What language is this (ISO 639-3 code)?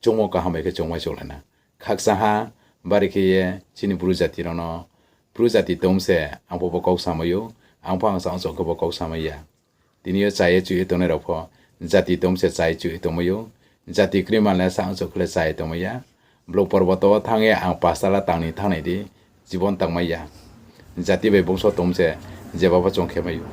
ria